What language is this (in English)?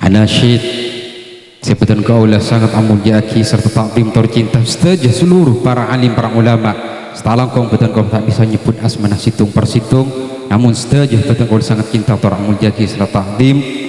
Madurese